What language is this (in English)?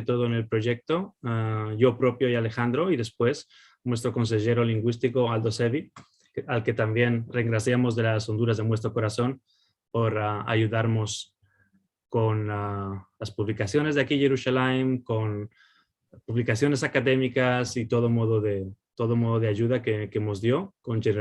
Ladino